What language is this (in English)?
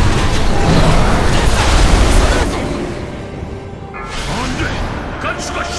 Korean